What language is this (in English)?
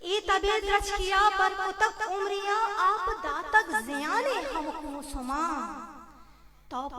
Eastern Balochi